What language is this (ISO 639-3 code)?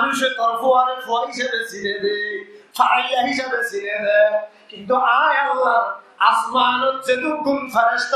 rhg